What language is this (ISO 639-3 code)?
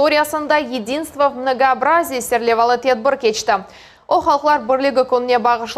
crh